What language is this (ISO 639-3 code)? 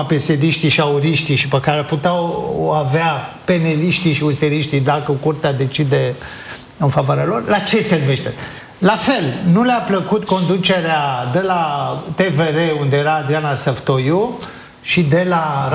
ron